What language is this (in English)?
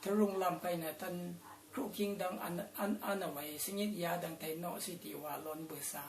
Rawang